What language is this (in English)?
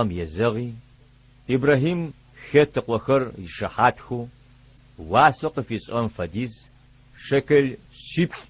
Adyghe